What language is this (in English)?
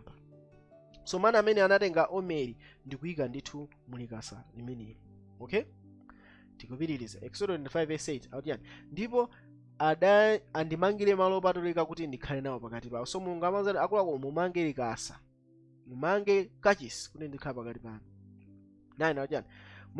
Nyanja